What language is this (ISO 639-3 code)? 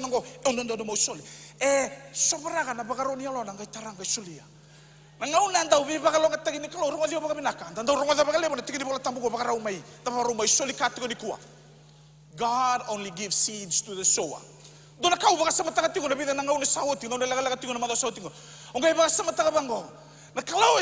fij